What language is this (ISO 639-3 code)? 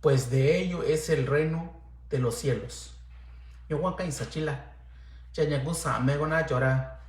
mix